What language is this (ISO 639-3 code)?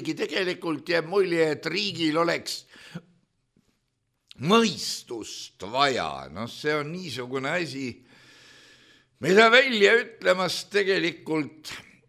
est